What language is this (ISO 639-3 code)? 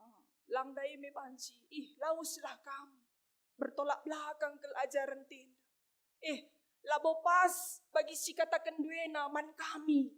btx